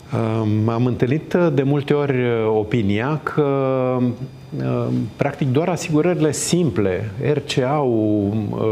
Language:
Romanian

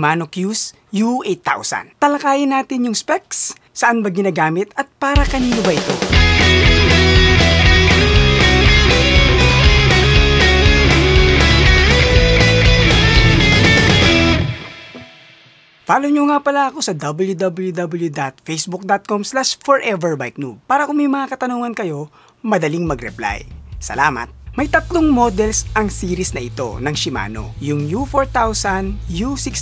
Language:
Filipino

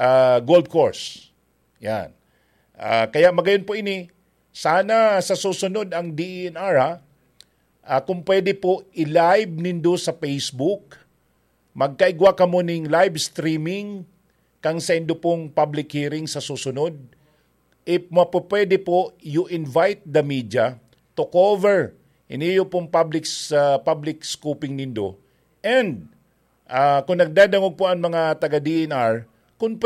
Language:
Bikol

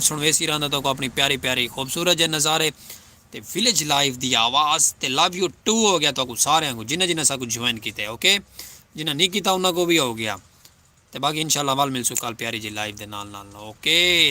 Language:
Saraiki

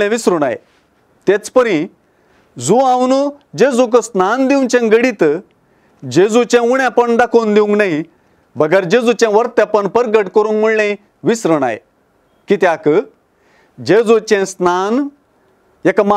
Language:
Konkani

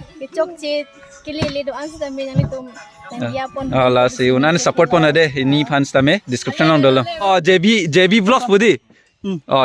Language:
Karbi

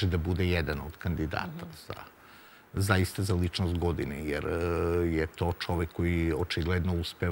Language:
Serbian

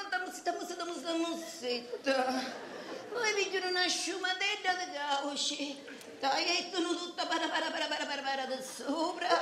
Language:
Sicilian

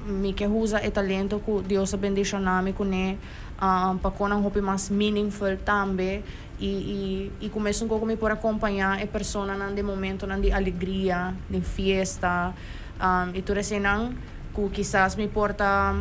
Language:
Papiamento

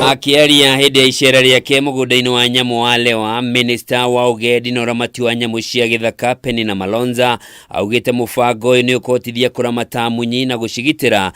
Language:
Kikuyu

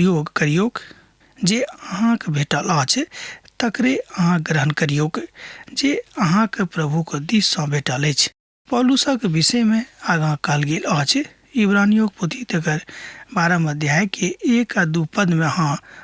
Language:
Maithili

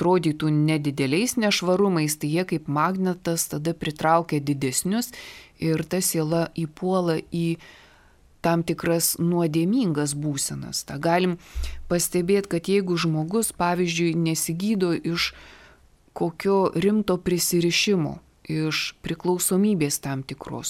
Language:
Lithuanian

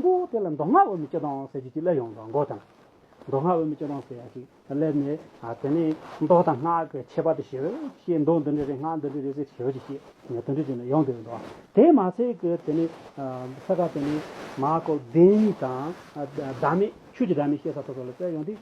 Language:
Tibetan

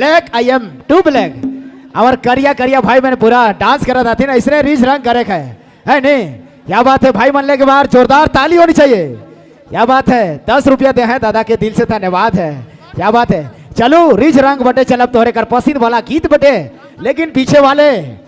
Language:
Sadri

